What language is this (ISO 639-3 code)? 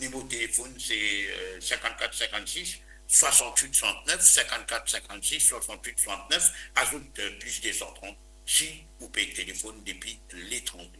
mfe